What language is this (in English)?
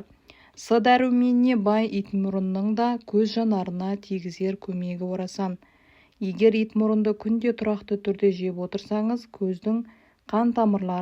Kazakh